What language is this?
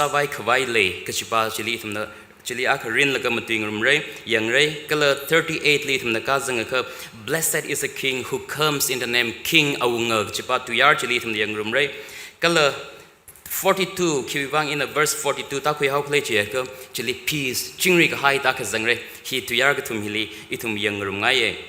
Tangkhul Naga (India)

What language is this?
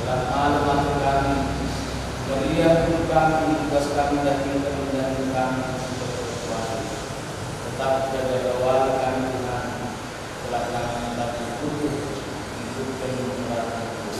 Batak Karo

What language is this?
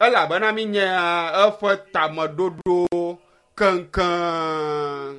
Ewe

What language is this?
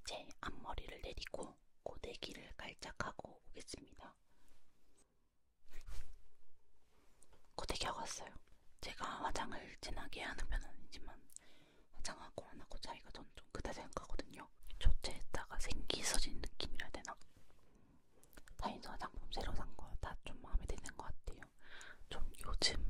Korean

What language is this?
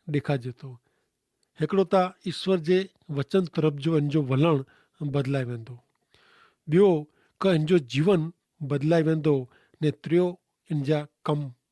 Kachhi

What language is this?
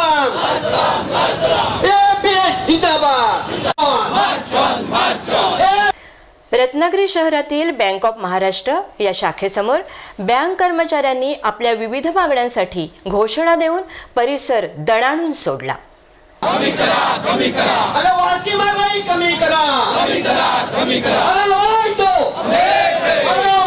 Marathi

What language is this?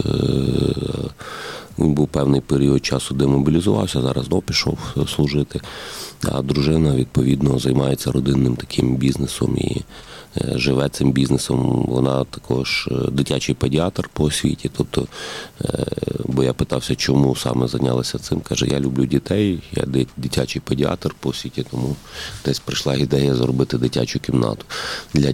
Ukrainian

